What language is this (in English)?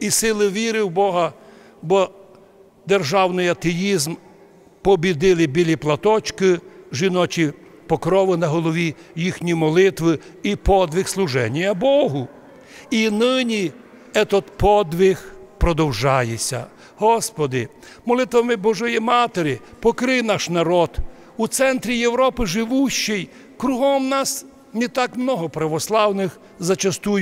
Rusyn